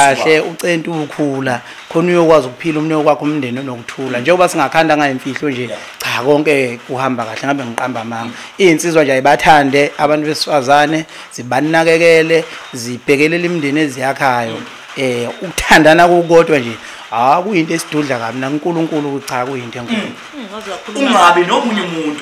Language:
Zulu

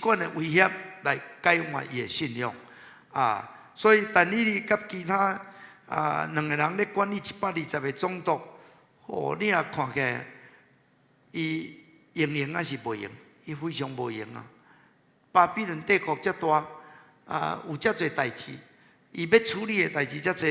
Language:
Min Nan Chinese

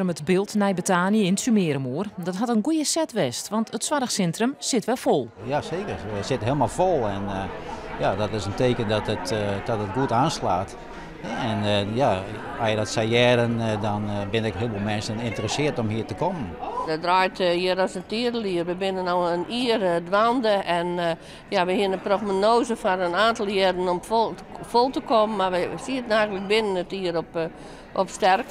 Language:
Western Frisian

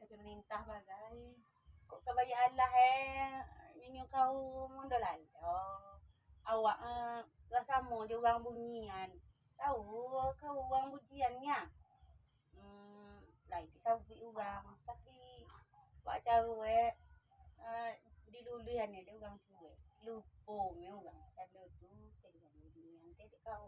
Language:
Minangkabau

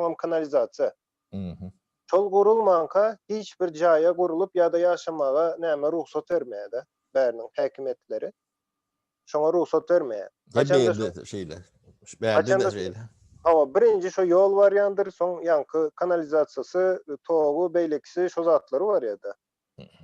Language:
Turkmen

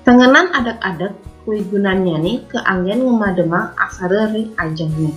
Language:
Balinese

